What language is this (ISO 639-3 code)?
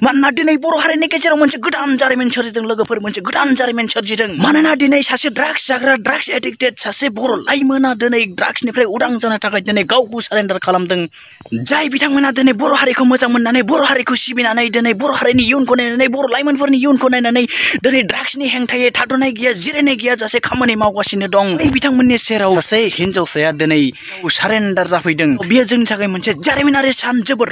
brx